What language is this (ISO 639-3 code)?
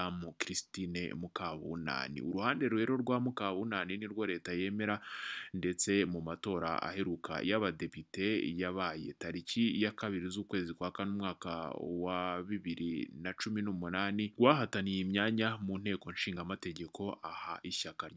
kin